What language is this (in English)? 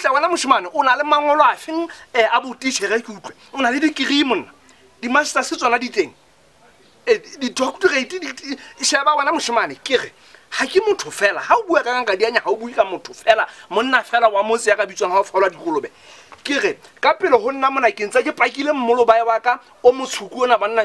Southern Sotho